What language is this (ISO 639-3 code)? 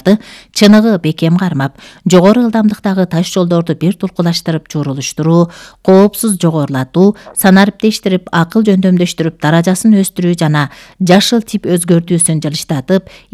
kir